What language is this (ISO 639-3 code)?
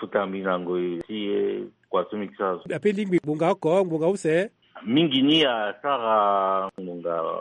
sag